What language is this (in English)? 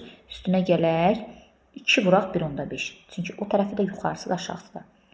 Azerbaijani